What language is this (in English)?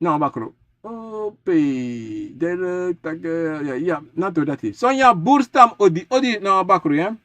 Sranan Tongo